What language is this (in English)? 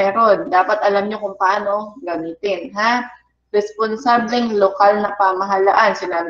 Filipino